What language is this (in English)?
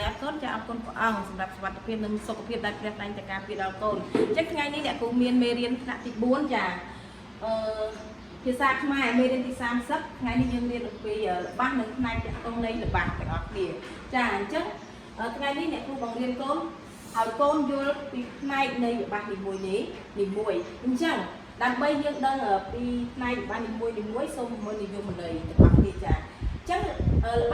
Khmer